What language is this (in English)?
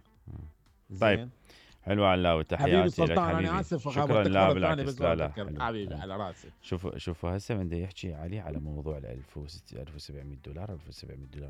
Mesopotamian Arabic